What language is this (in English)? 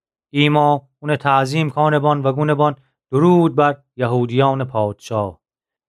Gilaki